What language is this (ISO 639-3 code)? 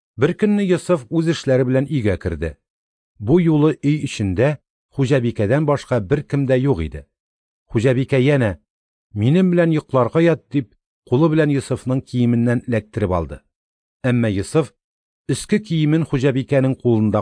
tat